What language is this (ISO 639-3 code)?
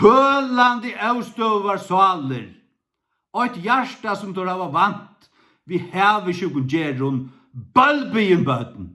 fao